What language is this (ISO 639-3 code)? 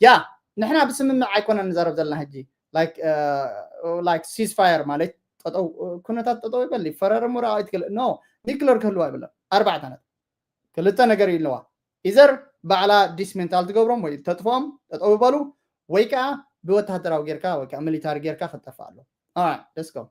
tir